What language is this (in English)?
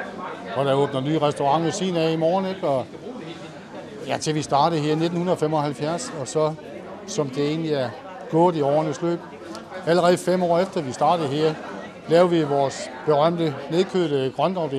Danish